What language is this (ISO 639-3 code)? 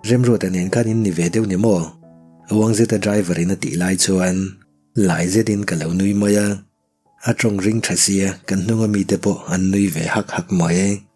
lus